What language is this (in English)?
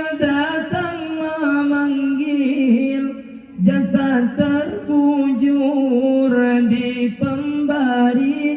Achinese